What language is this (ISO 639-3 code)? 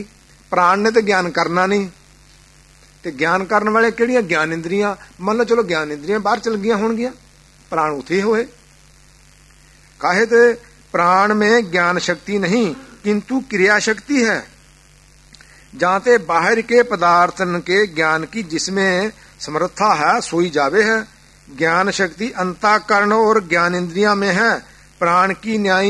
pan